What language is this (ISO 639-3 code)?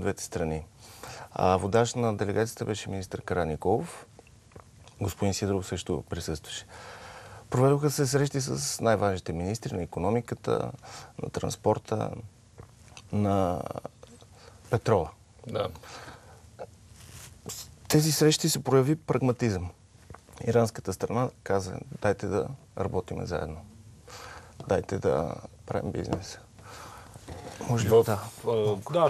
bul